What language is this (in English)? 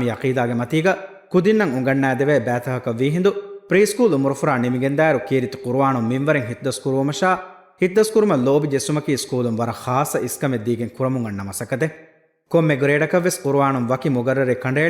Divehi